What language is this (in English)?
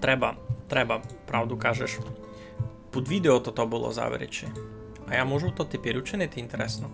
Rusyn